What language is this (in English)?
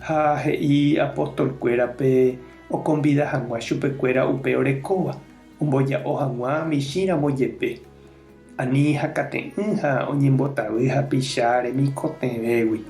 Guarani